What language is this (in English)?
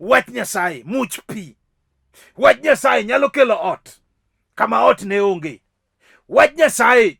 Luo (Kenya and Tanzania)